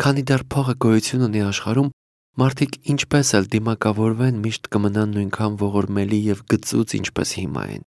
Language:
Armenian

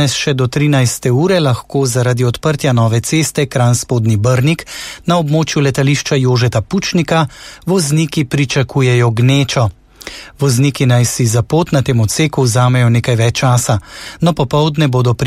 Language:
Slovenian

